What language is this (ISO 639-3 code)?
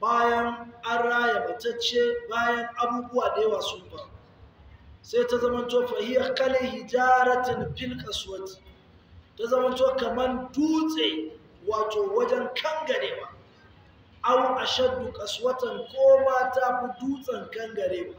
hau